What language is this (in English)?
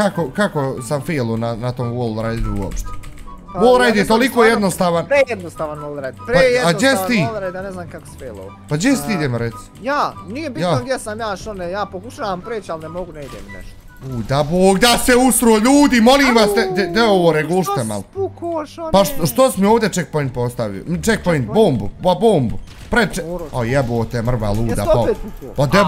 Bosnian